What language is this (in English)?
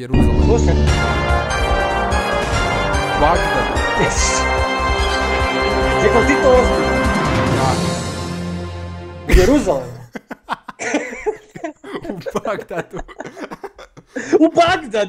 Croatian